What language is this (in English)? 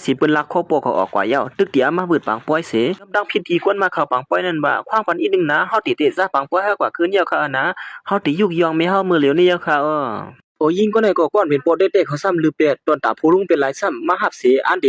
Shan